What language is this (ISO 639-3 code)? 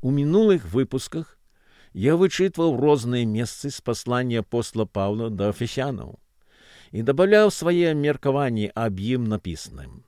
bel